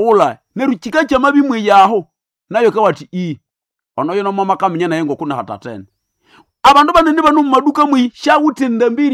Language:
Nande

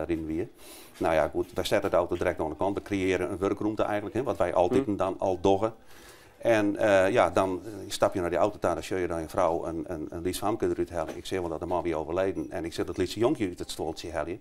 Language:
Western Frisian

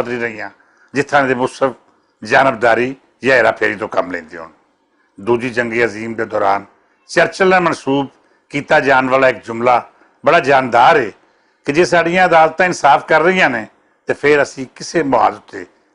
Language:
Western Panjabi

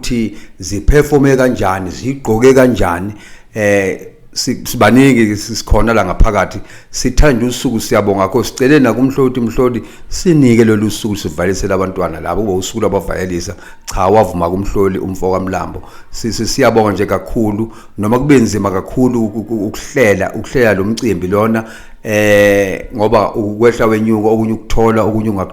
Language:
Zulu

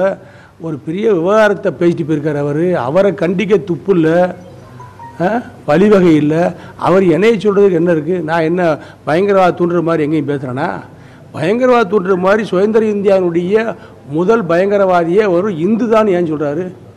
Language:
Tamil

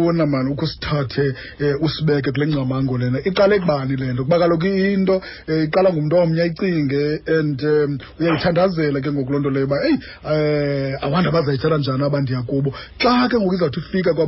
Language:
Xhosa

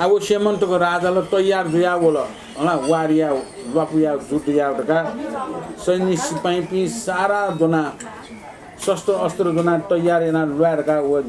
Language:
Newari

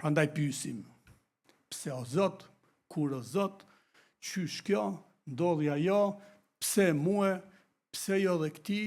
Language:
Albanian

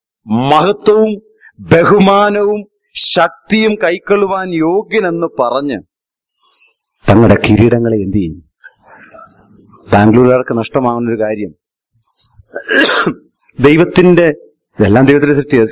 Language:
Malayalam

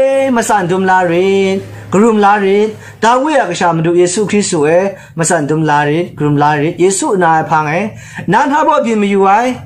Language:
Kachin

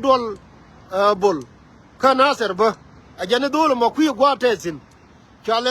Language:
Nuer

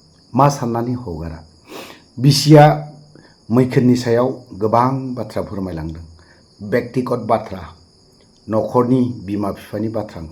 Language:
Bodo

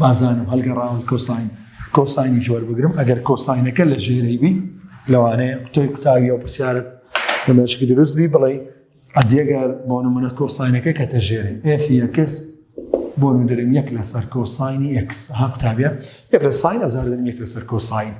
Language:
Central Kurdish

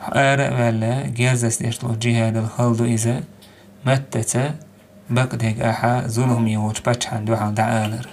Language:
Chechen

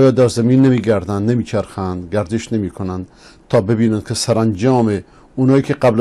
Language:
Persian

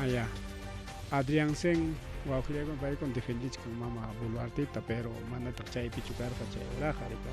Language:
Ayacucho Quechua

